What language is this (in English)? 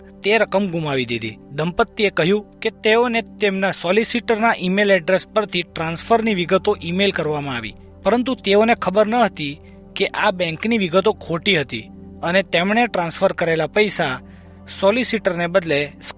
Gujarati